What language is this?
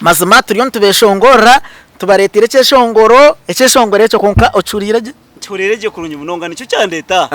Nyankole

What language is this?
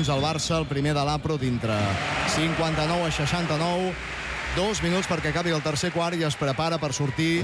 Catalan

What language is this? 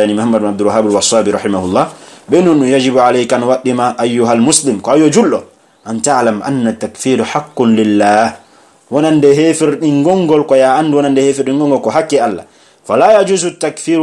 Pular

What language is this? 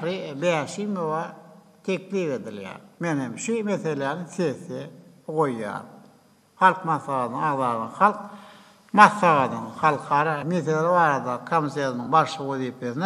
Turkmen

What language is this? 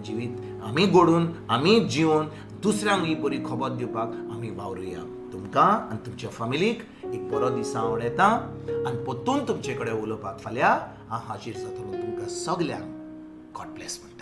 Konkani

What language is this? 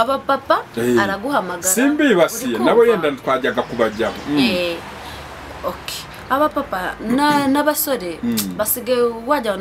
Kinyarwanda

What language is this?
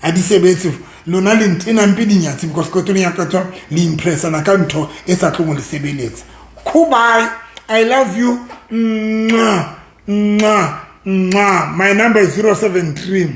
Southern Sotho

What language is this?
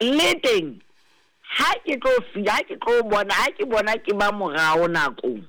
Southern Sotho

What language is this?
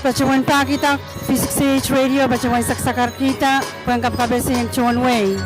Pohnpeian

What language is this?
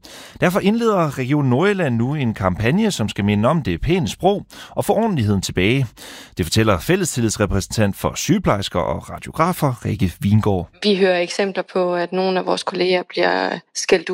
Danish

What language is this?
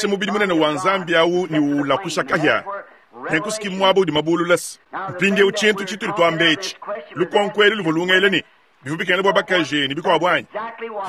Luba-Lulua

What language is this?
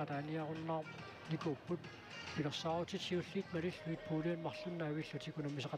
Kalaallisut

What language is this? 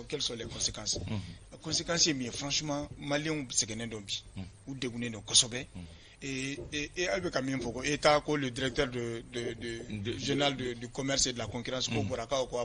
Bambara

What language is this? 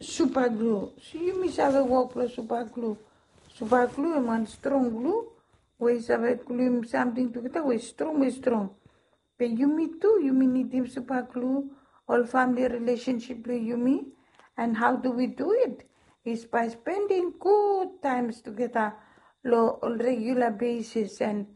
Bislama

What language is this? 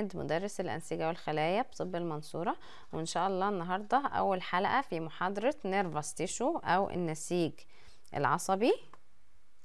Egyptian Arabic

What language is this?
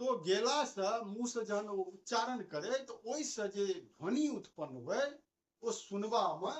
Maithili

